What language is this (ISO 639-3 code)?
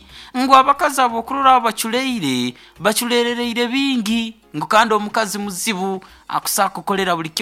nyo